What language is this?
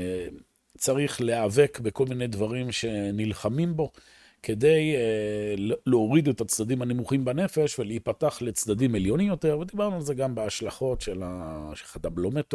Hebrew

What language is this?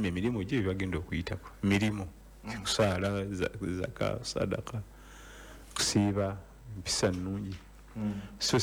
Ganda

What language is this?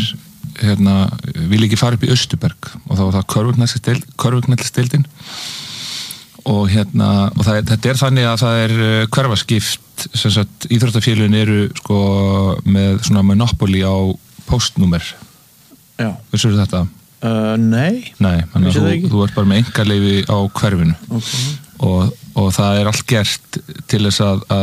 Icelandic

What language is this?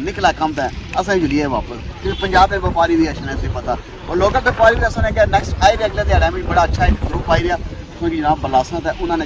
Pahari-Potwari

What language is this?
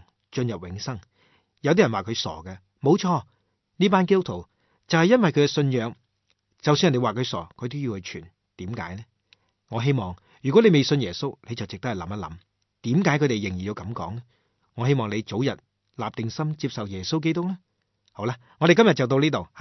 Cantonese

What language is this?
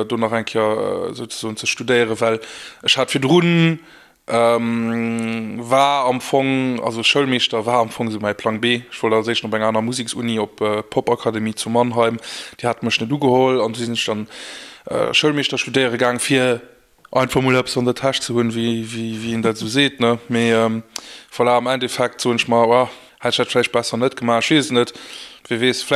Luxembourgish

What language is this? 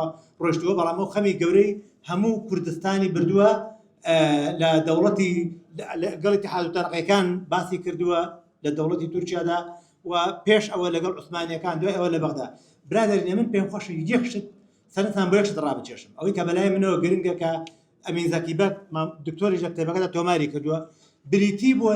Central Kurdish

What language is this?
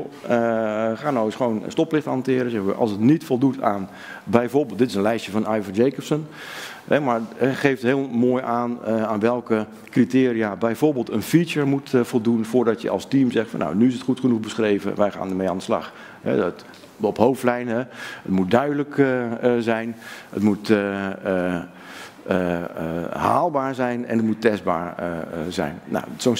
Dutch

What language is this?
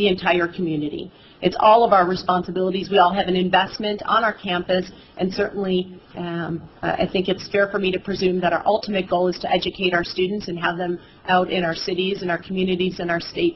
English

